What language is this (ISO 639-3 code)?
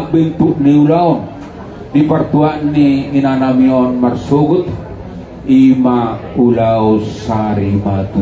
bbc